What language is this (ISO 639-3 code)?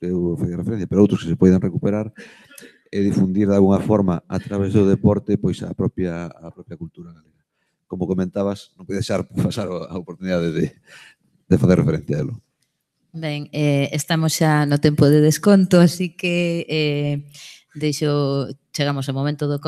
glg